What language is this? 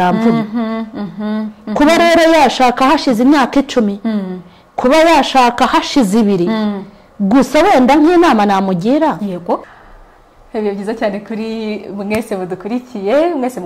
Kinyarwanda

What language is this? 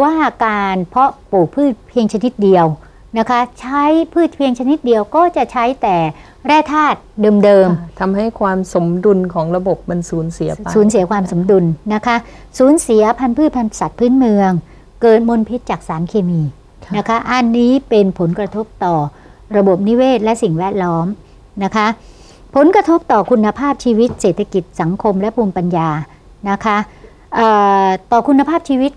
Thai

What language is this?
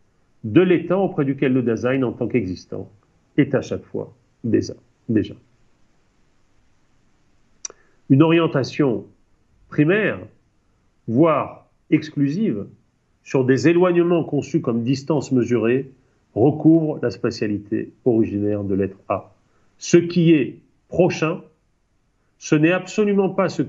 French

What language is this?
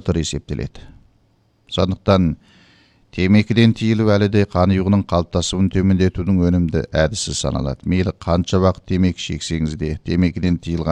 Kazakh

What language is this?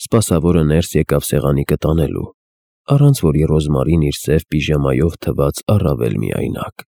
Armenian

